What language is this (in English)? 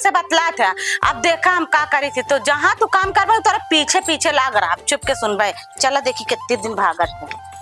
Awadhi